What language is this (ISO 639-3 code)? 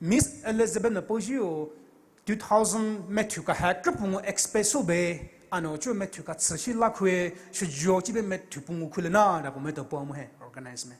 pmx